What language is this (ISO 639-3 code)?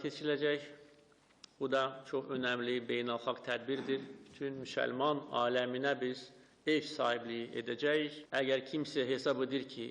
aze